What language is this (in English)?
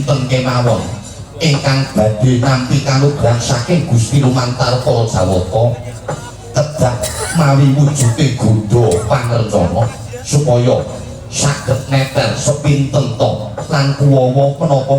Javanese